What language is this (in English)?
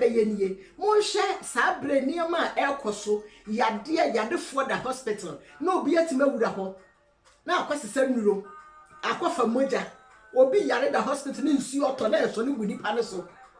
Akan